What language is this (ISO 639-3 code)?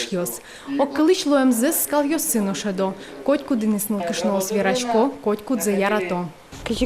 udm